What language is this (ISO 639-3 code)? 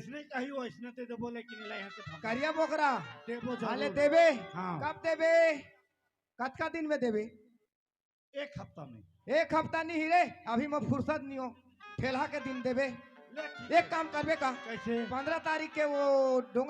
hne